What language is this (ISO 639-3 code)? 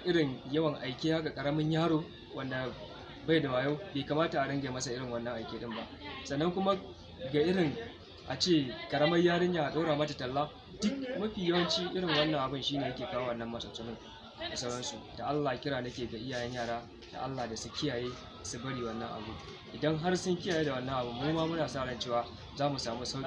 hau